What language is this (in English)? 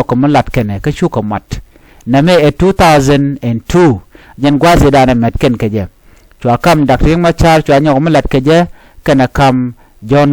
Nuer